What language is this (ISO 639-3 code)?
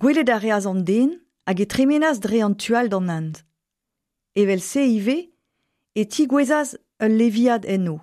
bre